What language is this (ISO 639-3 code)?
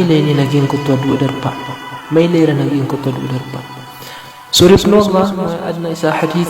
mrw